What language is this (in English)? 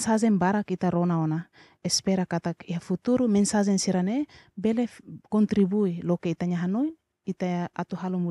Tetum